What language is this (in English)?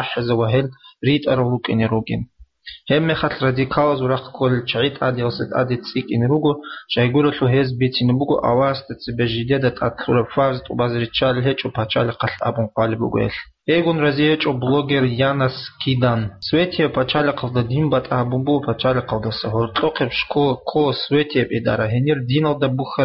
Avaric